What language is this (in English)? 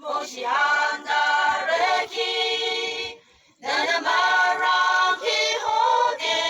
Yimchungru Naga